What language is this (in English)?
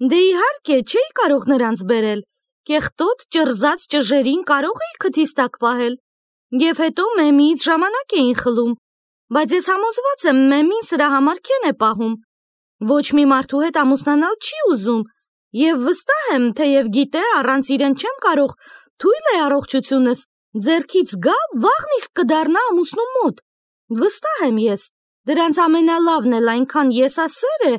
Armenian